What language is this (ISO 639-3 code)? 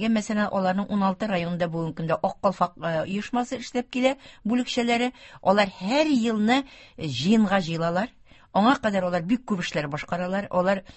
tat